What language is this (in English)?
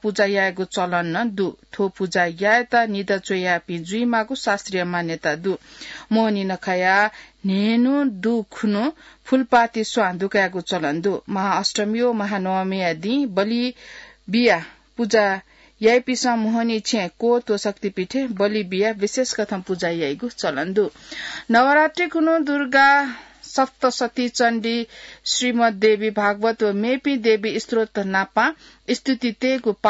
Newari